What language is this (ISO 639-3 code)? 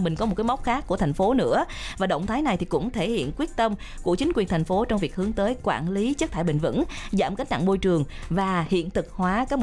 vie